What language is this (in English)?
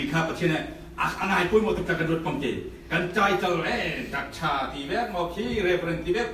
Falam Chin